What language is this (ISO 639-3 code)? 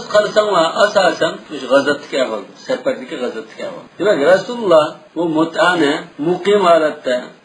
uig